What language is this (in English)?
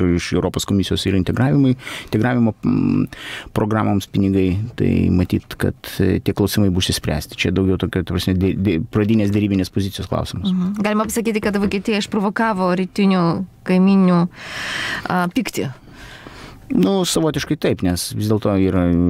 Lithuanian